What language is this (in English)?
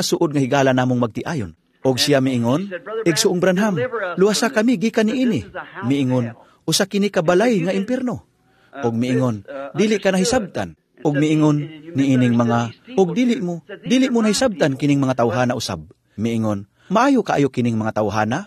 Cebuano